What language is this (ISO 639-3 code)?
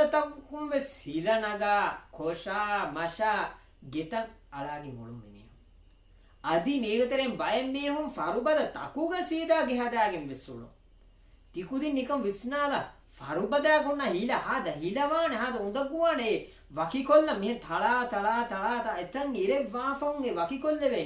div